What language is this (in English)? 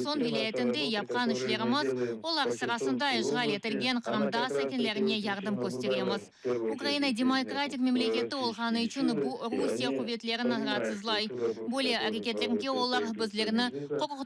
Crimean Tatar